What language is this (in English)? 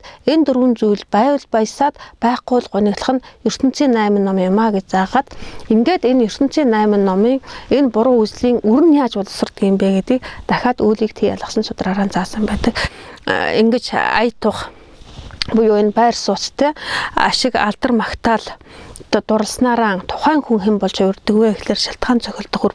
Mongolian